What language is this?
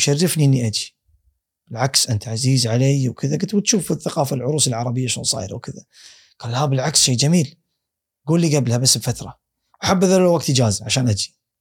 Gulf Arabic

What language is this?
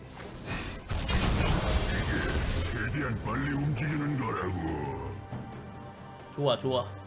Korean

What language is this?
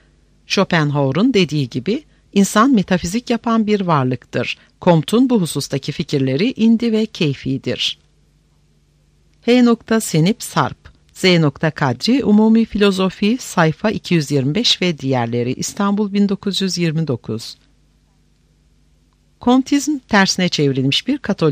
Turkish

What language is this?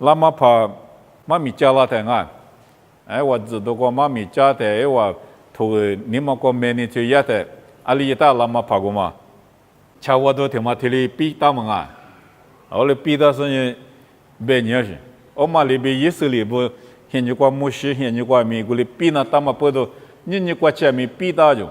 Lisu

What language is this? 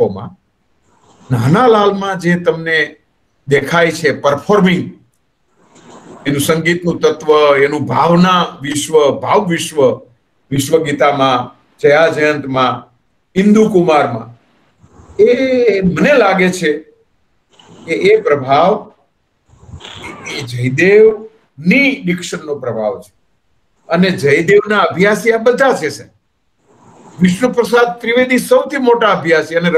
Gujarati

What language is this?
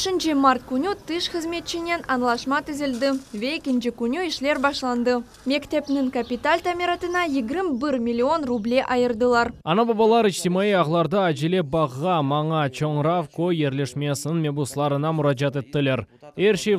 Crimean Tatar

